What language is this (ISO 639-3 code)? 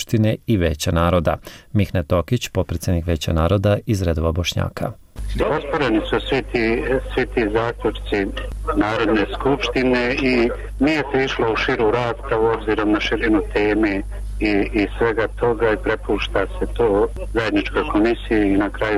bos